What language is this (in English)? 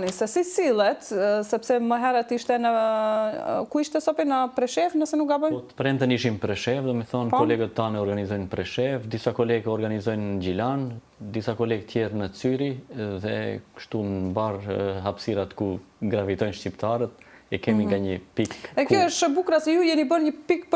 Albanian